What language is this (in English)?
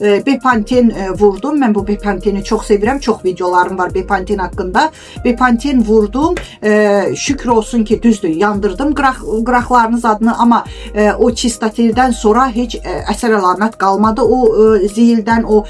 Azerbaijani